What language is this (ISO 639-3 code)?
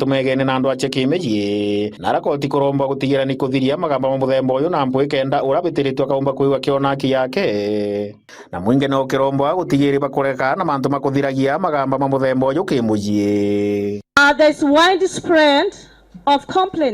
mer